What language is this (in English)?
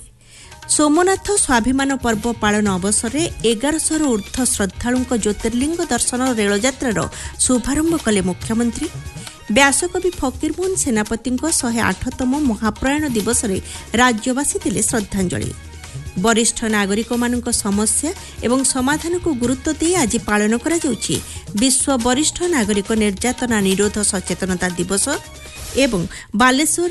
Odia